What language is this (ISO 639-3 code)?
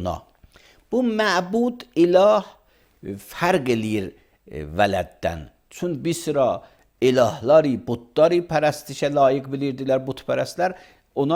aze